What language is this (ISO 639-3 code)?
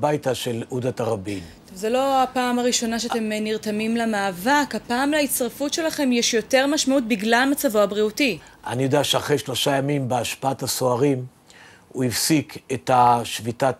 heb